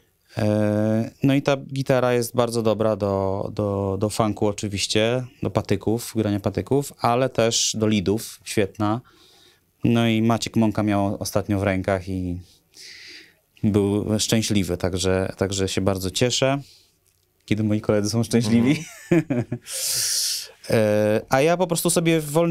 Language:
Polish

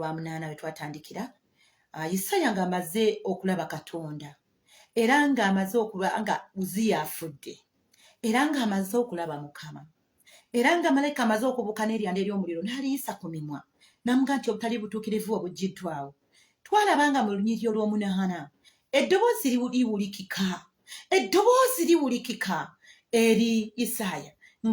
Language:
Ganda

